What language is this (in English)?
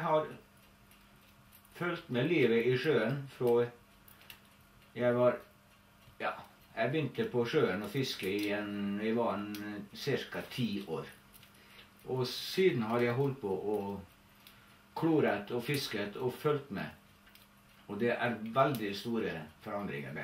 Norwegian